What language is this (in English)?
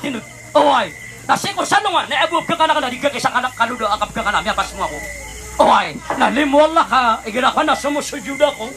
Maranao